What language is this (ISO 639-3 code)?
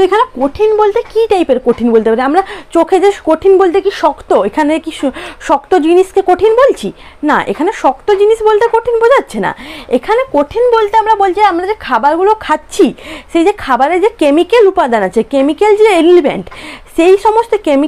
ben